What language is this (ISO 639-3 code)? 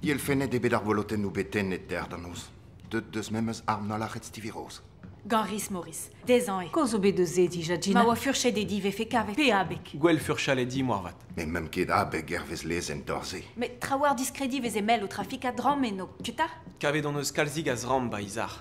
bre